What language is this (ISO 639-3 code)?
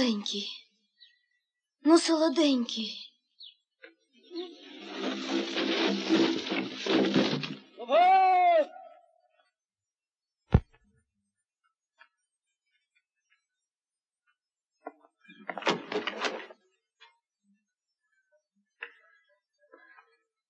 ukr